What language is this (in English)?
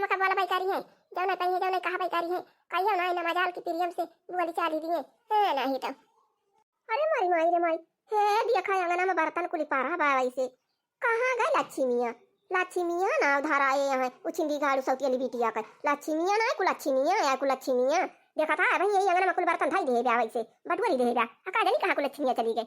Awadhi